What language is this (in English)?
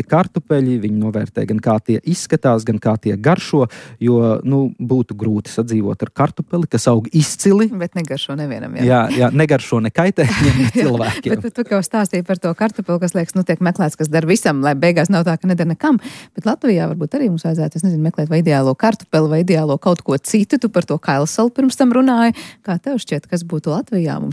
Latvian